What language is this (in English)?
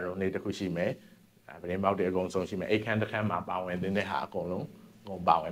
Burmese